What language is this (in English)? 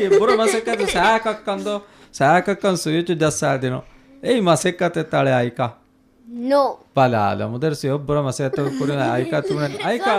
Divehi